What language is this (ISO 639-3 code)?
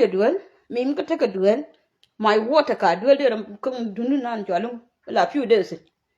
nus